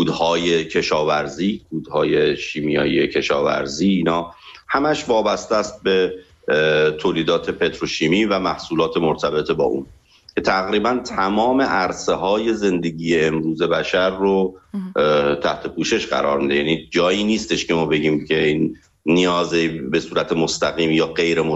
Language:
Persian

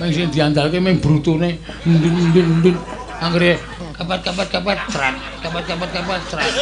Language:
Javanese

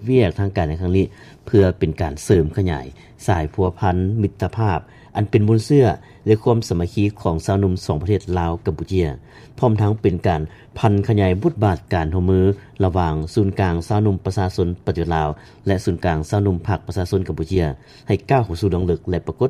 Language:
Lao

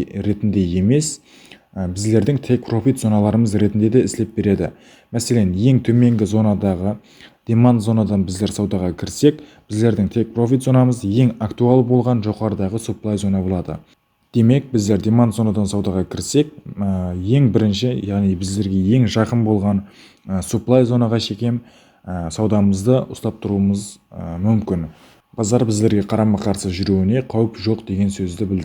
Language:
Kara-Kalpak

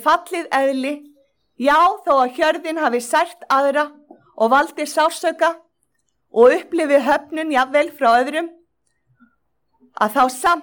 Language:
Icelandic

